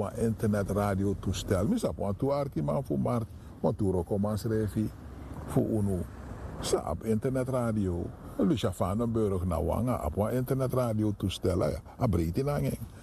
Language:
Sranan Tongo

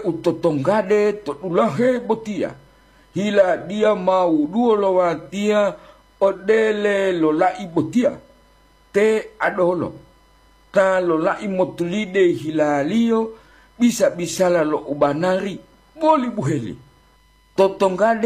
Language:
Gorontalo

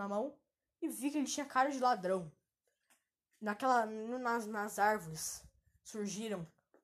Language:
Portuguese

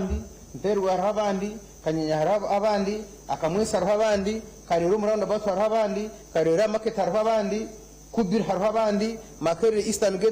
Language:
Nyankole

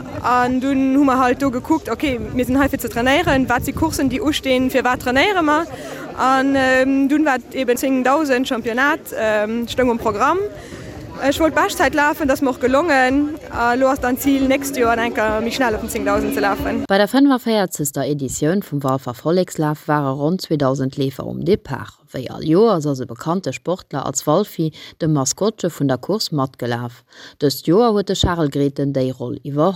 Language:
Luxembourgish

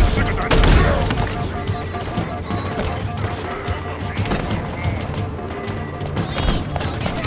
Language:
Chinese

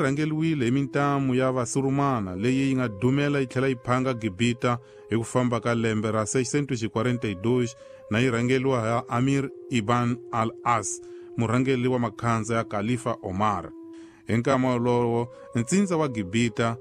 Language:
Tsonga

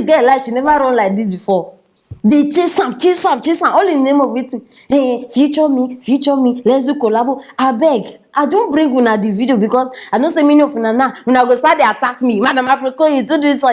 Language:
Nigerian Pidgin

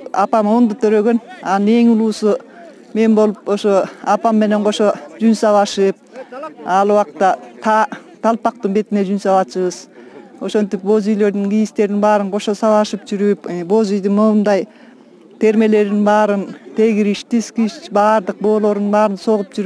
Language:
Kyrgyz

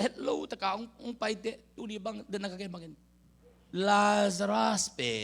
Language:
Tedim Chin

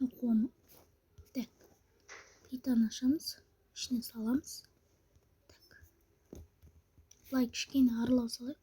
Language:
Kazakh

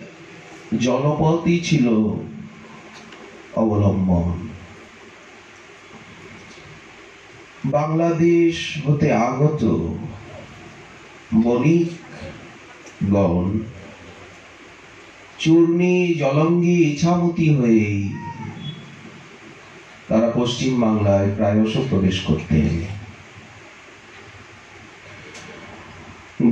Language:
Bangla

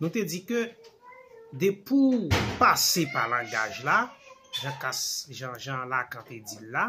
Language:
Haitian Creole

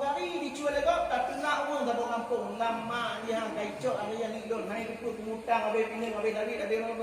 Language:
Achinese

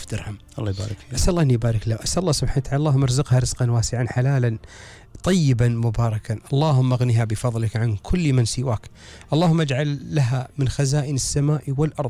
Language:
Gulf Arabic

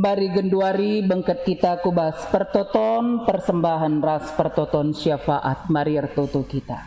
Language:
Batak Karo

